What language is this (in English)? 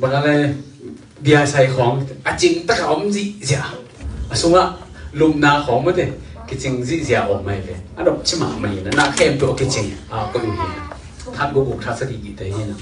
Tedim Chin